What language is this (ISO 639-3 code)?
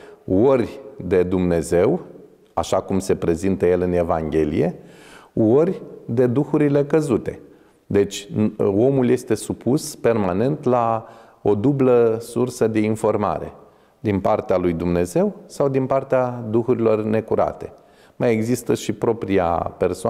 ron